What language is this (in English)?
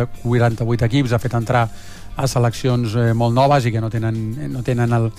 Catalan